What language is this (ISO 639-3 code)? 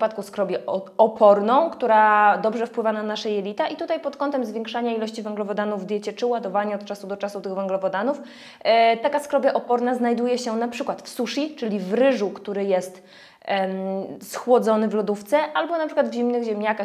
pol